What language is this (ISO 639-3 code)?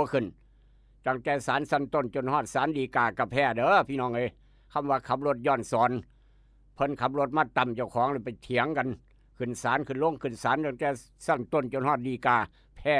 tts